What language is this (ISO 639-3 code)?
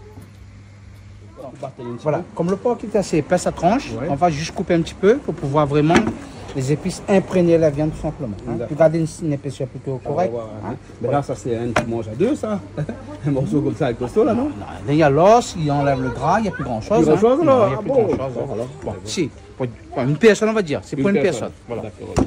rcf